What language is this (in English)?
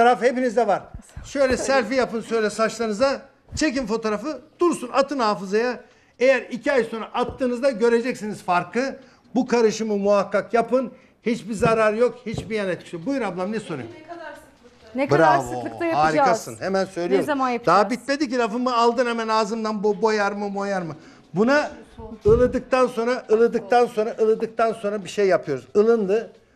Turkish